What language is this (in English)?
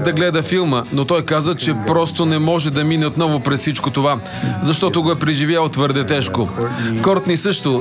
Bulgarian